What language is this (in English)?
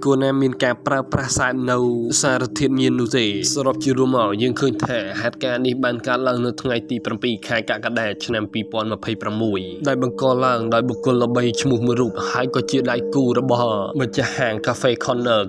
Khmer